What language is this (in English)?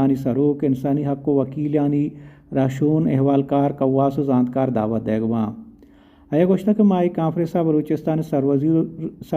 Baluchi